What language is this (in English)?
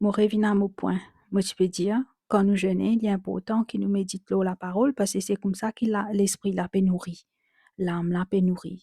Morisyen